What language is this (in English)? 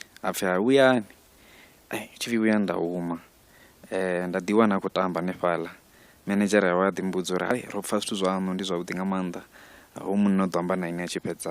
Venda